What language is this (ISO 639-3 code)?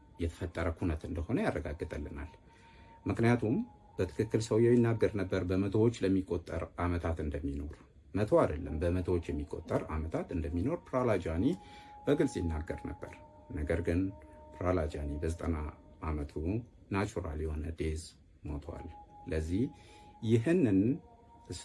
amh